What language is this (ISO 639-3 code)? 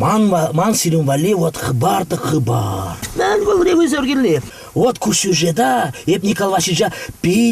chv